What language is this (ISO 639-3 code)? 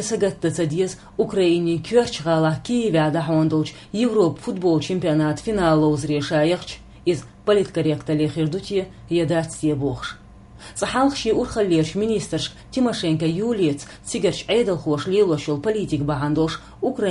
che